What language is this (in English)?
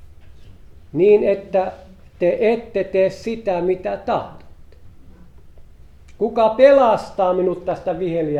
Finnish